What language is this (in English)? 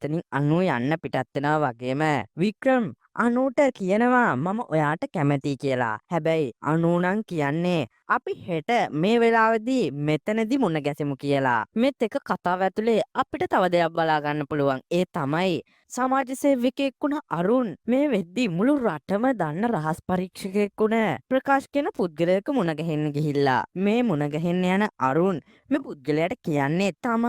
Sinhala